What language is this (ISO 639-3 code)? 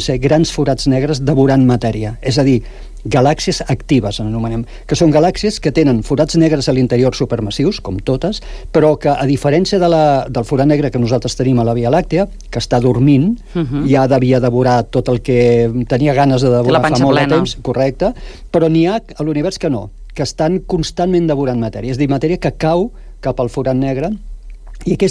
cat